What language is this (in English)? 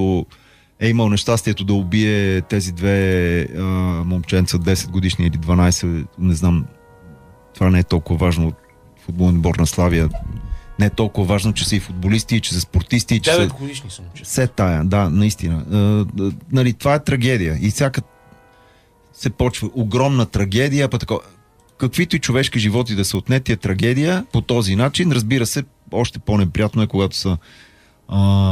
Bulgarian